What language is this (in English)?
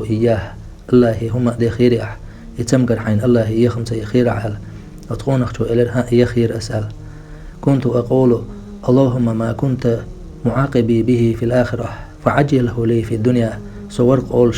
Chechen